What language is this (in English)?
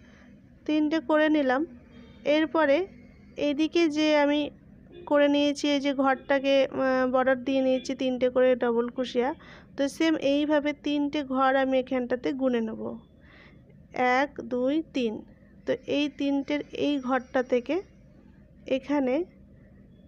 Bangla